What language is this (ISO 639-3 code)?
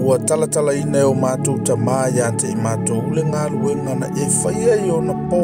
smo